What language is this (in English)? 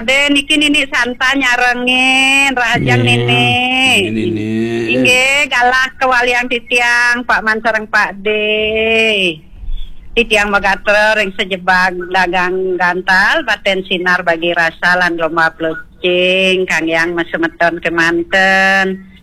Balinese